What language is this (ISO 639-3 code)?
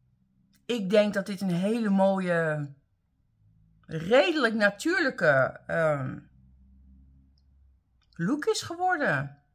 nld